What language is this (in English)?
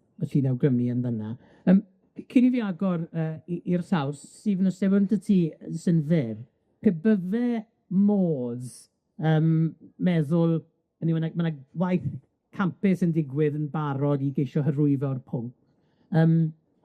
Welsh